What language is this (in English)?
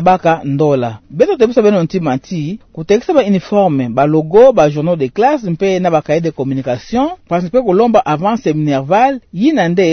Kituba (Democratic Republic of Congo)